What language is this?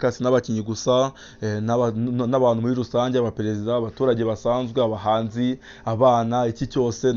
Kinyarwanda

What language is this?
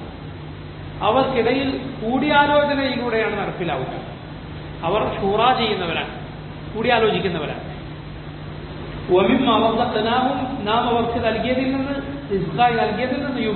Malayalam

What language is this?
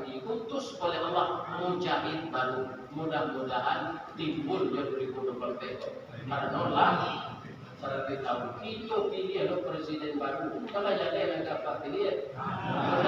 Minangkabau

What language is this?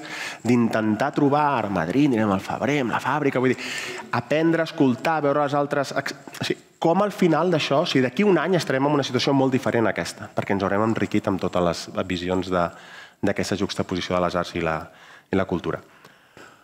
Catalan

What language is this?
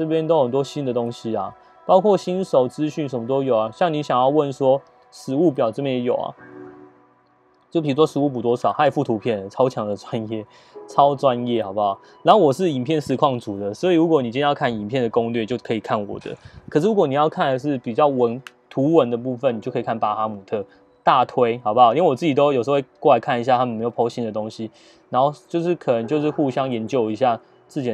Chinese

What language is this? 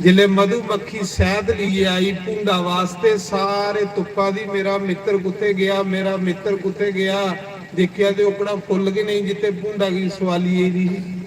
Dogri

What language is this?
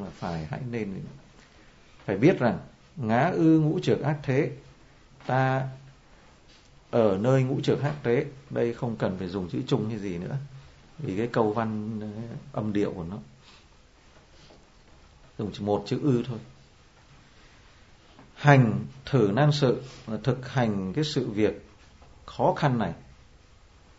Vietnamese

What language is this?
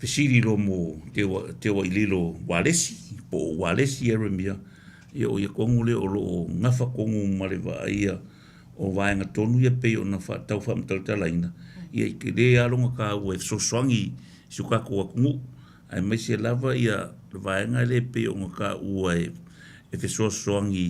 Samoan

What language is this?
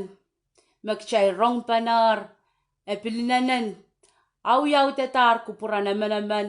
Pohnpeian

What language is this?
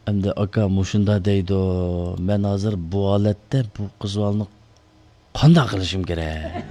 Uyghur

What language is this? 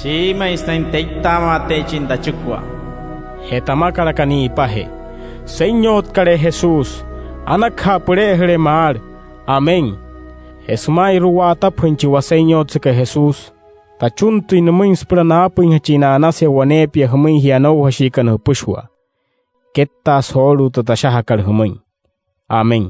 Wayuu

